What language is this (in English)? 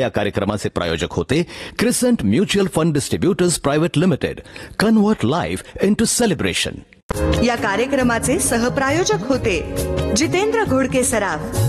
Marathi